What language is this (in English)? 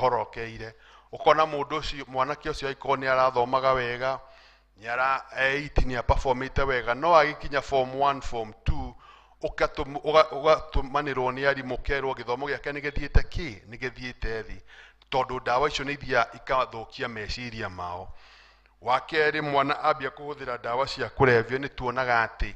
Kikuyu